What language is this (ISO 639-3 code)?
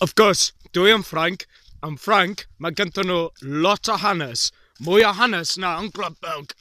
cym